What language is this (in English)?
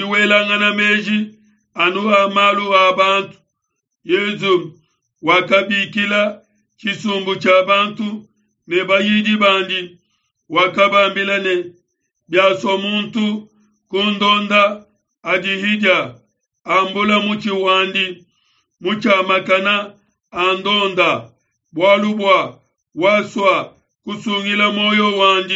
Luba-Lulua